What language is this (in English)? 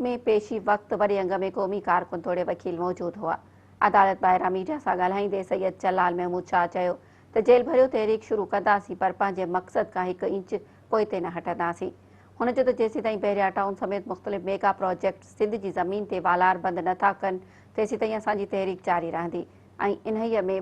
Sindhi